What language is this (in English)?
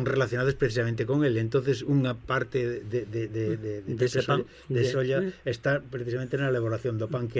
Galician